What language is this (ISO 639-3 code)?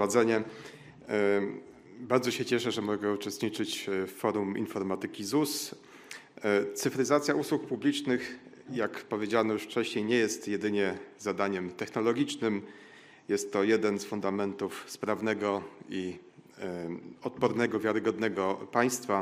pol